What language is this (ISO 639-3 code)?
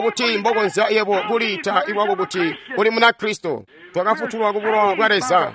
toi